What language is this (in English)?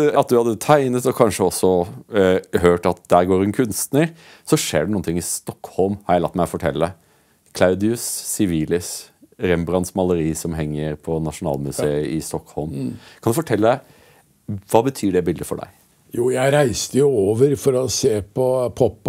Norwegian